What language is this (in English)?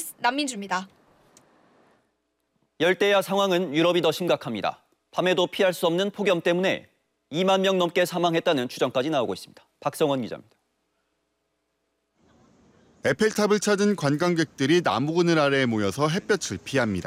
Korean